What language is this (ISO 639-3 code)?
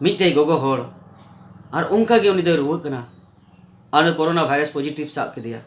sat